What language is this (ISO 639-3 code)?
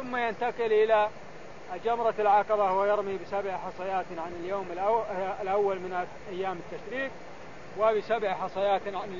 ara